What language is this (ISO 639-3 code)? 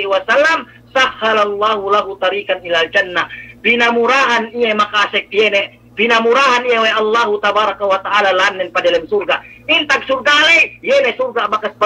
yka